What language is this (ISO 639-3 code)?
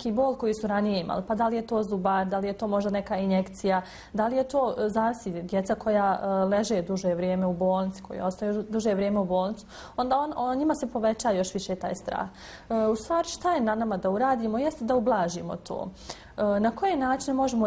bos